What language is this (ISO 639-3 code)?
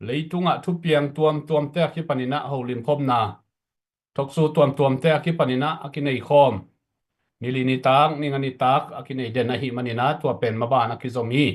ctd